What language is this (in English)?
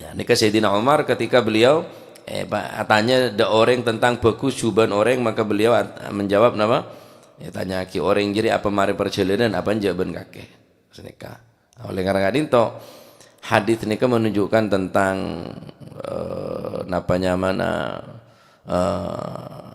Madurese